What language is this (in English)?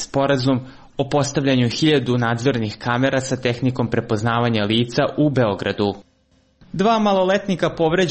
Serbian